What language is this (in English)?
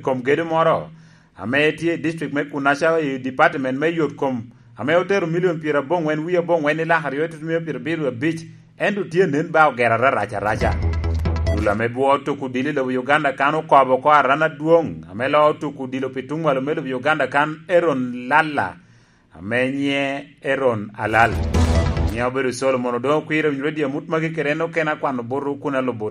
Lango (Uganda)